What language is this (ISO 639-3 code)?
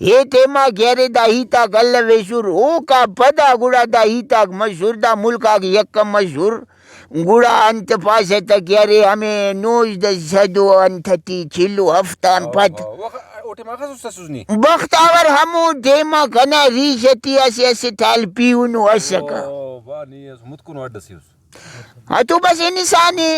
brh